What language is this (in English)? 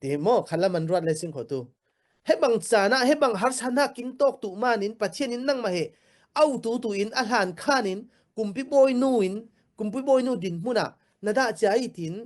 Falam Chin